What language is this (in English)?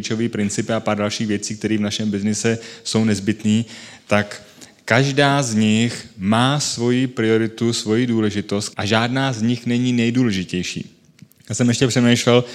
Czech